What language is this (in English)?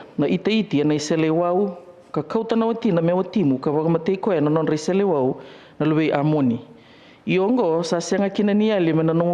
Fijian